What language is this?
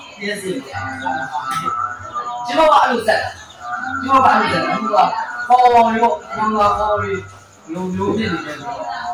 Burmese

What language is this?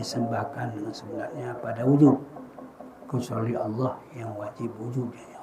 Achinese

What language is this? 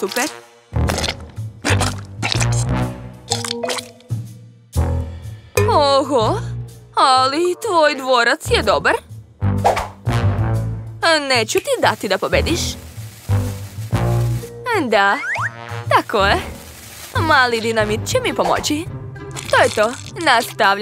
Serbian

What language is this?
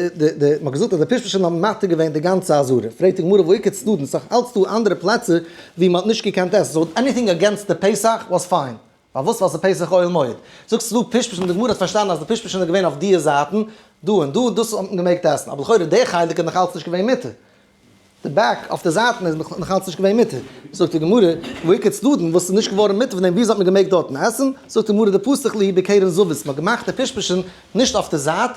Yiddish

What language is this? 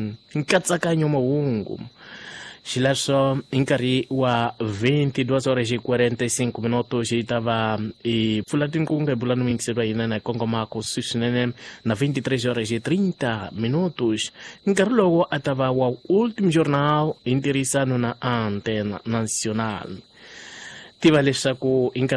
Tsonga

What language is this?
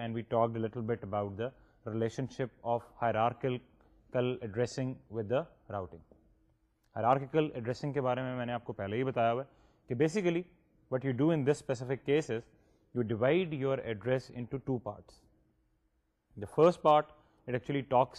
Urdu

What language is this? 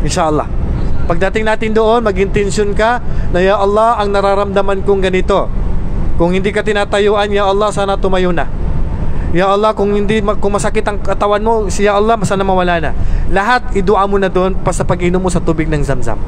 Maranao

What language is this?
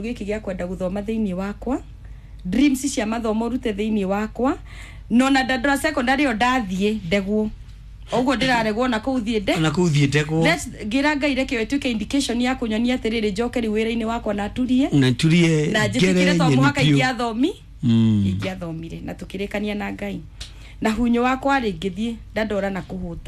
Kikuyu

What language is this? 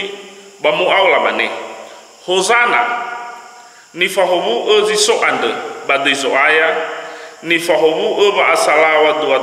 Nias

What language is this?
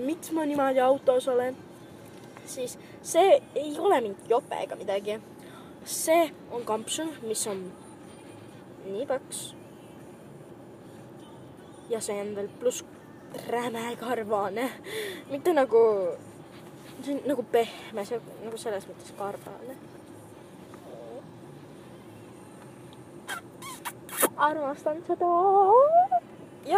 Estonian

